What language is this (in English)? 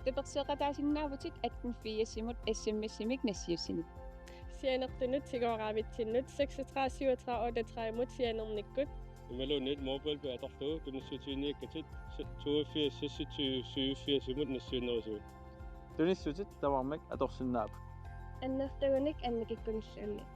Kalaallisut